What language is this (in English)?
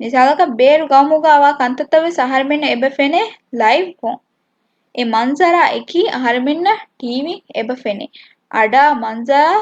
Divehi